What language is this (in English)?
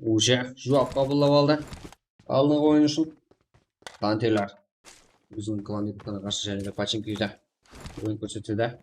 Kara-Kalpak